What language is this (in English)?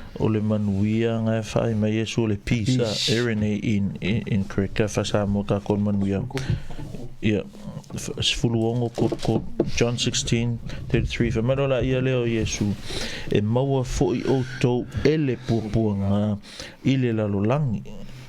Samoan